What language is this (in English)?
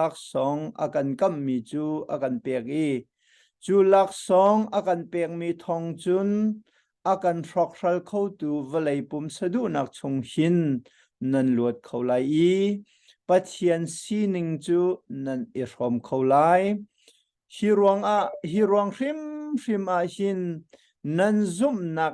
Hakha Chin